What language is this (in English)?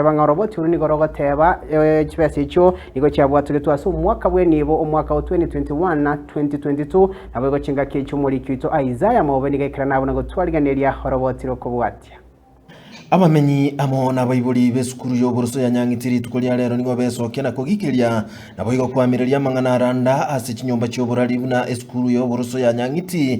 Gusii